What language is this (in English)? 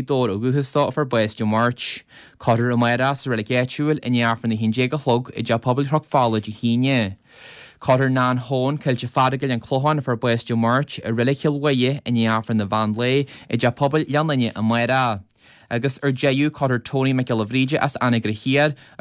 Irish